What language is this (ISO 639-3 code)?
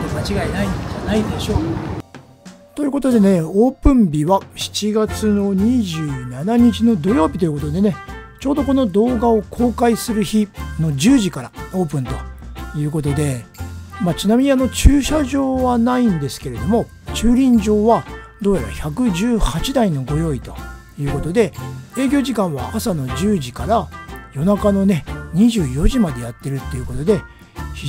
jpn